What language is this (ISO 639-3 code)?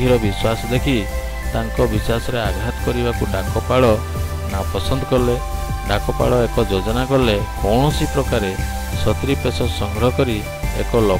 ori